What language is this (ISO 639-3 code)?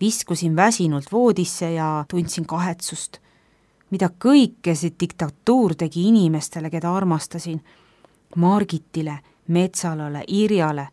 est